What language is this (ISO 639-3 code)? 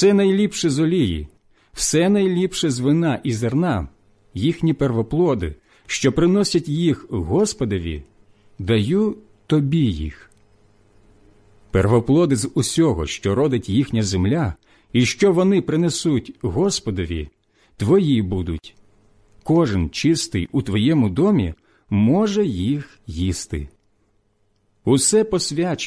ukr